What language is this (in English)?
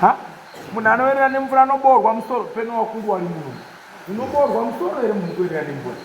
Shona